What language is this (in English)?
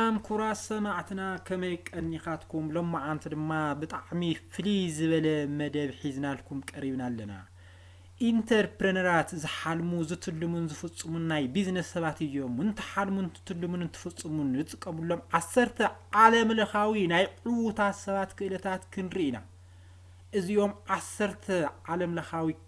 Tigrinya